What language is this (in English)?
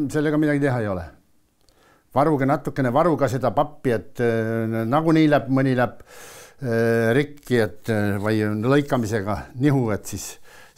Estonian